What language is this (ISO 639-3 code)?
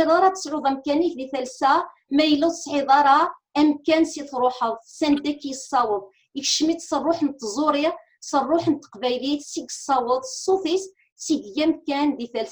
kab